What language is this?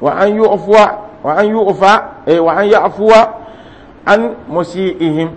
Mossi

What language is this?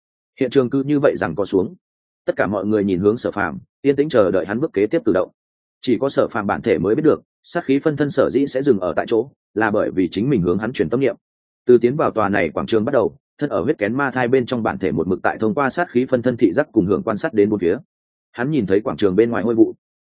Vietnamese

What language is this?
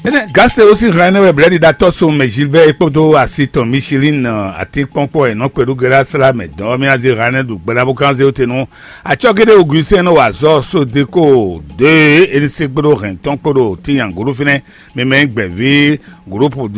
Fon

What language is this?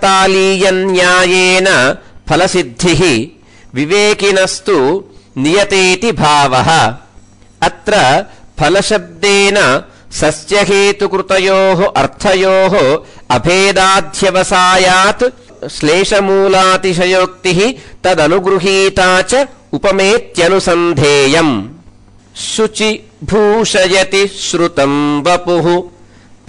Sanskrit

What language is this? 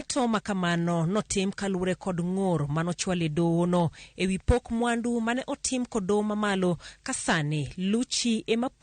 Luo (Kenya and Tanzania)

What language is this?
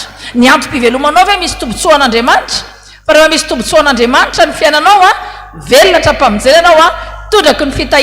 Malagasy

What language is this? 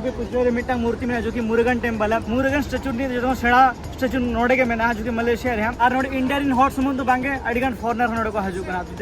Santali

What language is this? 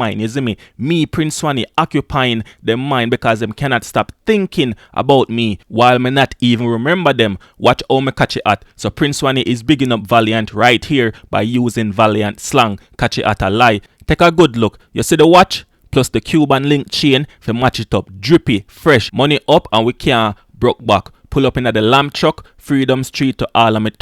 Jamaican Creole English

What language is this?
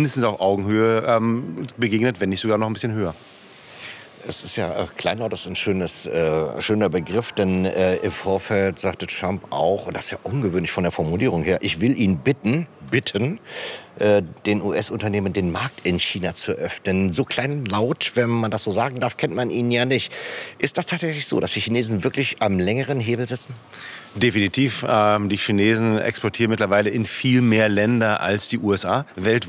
German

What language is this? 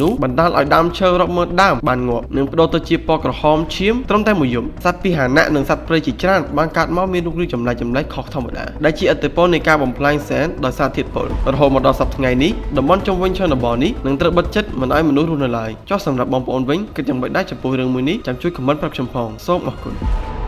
Khmer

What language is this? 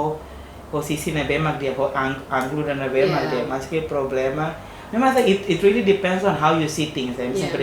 Tetum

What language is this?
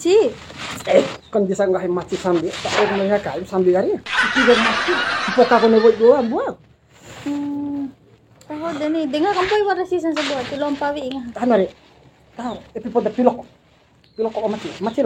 Bima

